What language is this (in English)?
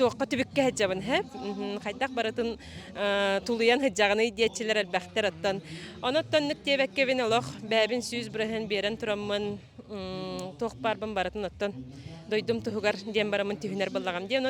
Yakut